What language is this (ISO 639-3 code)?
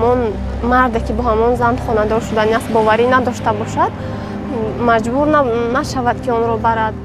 tgk